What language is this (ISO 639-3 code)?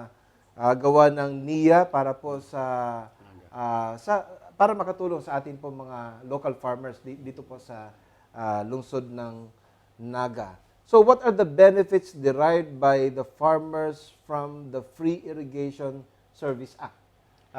bik